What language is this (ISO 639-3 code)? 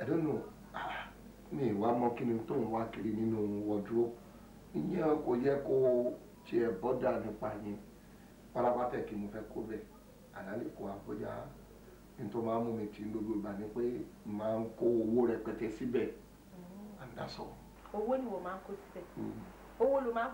yor